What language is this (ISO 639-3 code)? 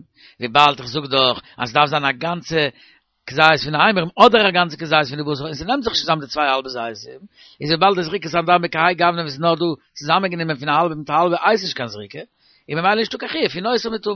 yid